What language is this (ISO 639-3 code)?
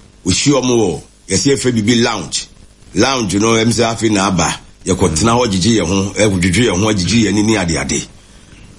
aka